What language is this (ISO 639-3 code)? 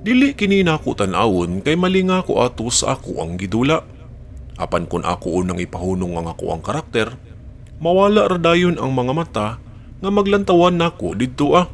ceb